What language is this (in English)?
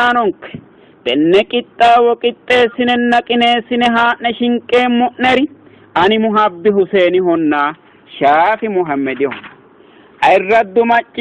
Sidamo